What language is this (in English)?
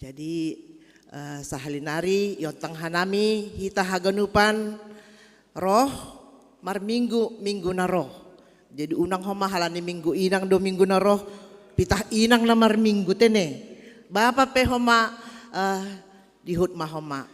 Batak Simalungun